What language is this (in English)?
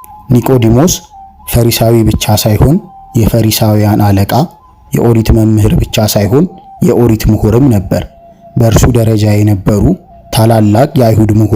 Amharic